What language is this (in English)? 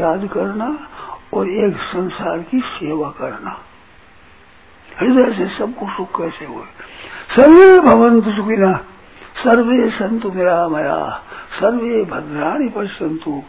Hindi